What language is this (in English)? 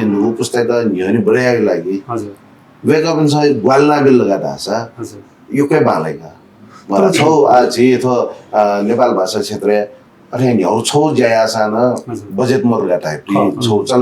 Newari